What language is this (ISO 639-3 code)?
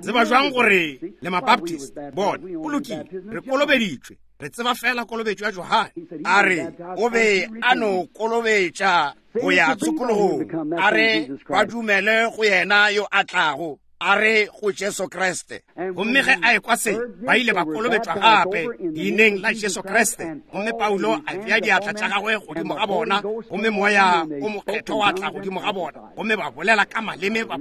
nso